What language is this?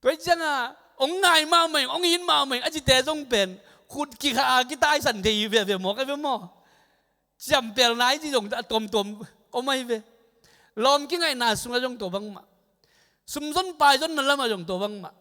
Tedim Chin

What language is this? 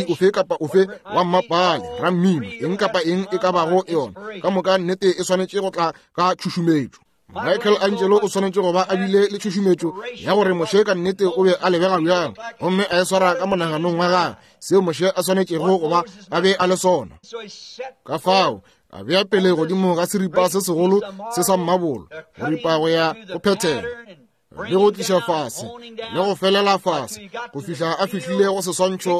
Northern Sotho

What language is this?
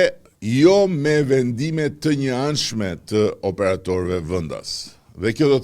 Albanian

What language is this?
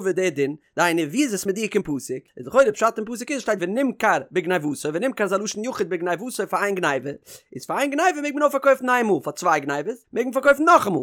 Yiddish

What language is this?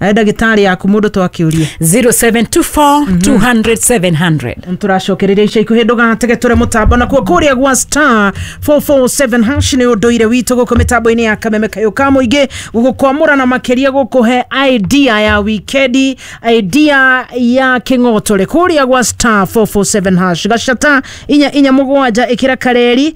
Kikuyu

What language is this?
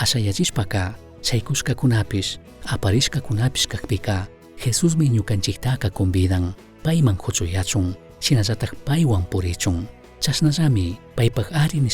Chimborazo Highland Quichua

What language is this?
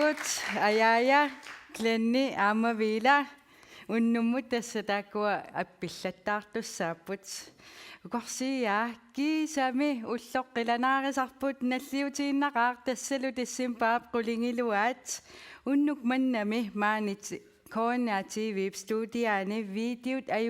Kalaallisut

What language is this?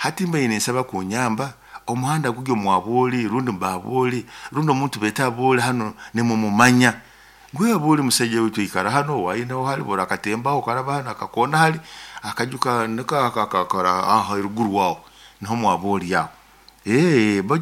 Nyoro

